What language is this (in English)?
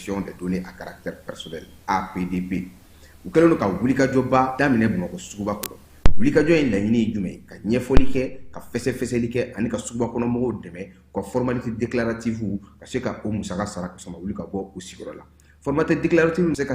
Bambara